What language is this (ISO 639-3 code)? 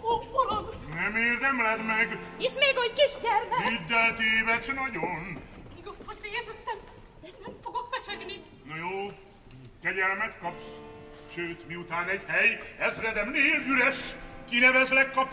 hun